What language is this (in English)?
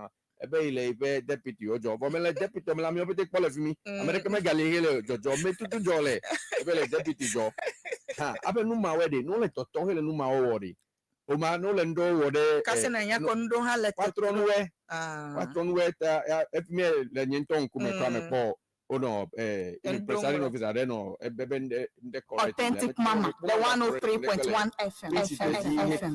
Ewe